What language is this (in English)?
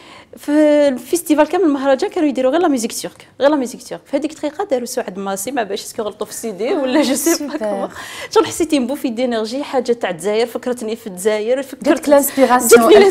Algerian Arabic